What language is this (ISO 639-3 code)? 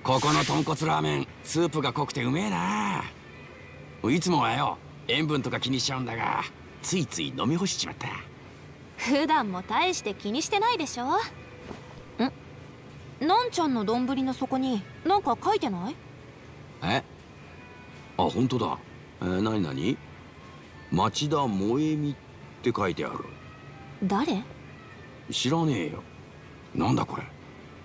jpn